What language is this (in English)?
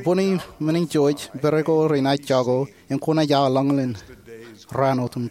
Marshallese